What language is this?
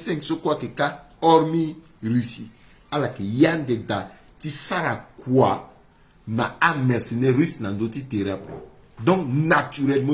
Sango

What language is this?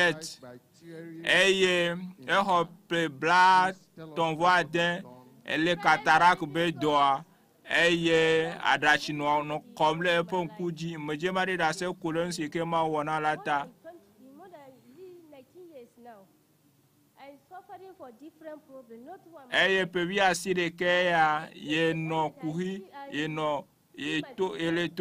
Ewe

